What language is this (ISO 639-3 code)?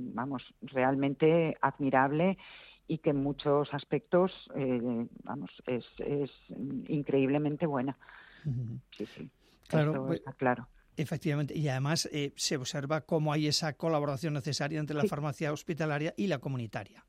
spa